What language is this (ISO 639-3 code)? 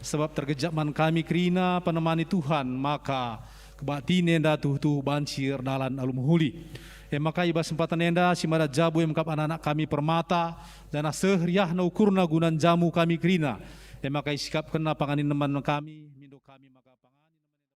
btx